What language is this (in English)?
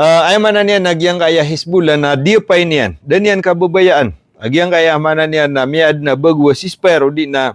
Maranao